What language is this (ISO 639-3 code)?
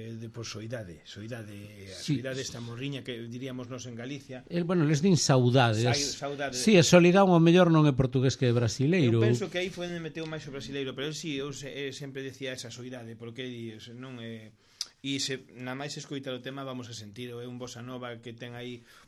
glg